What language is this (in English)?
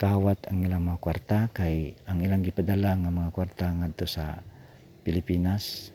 Cebuano